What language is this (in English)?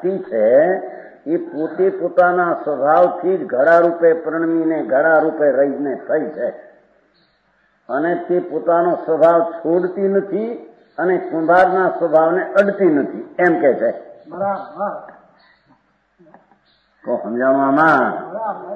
Gujarati